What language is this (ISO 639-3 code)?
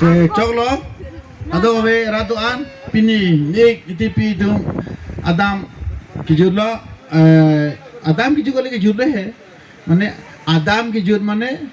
mjw